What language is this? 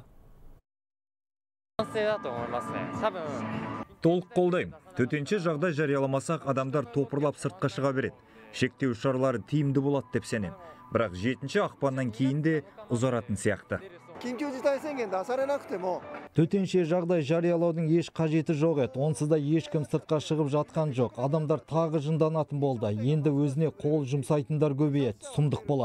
Kazakh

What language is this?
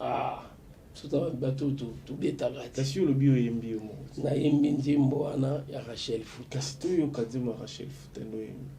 Lingala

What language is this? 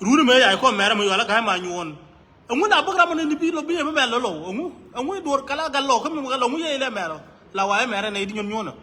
Nuer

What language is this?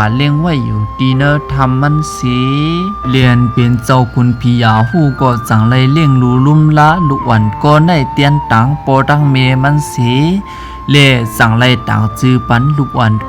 Shan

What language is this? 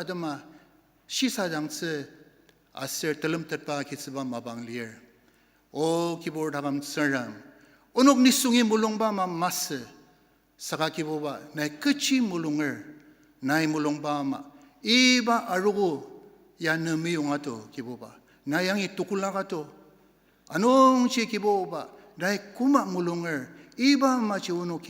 Ao Naga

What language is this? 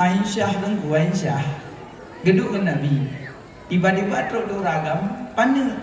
Achinese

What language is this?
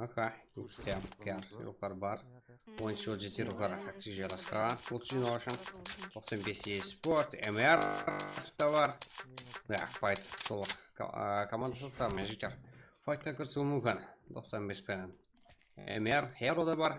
Kara-Kalpak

